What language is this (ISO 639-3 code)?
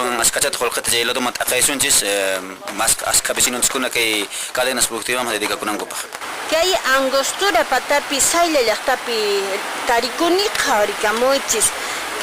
que